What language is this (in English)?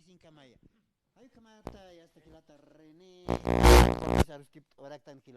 Aymara